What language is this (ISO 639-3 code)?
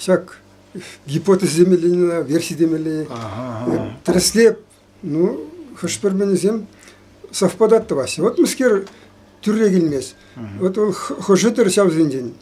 chv